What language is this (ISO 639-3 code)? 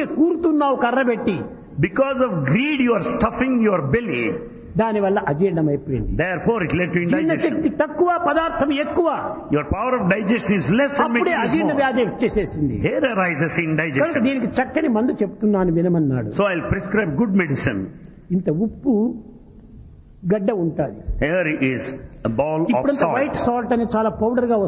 tel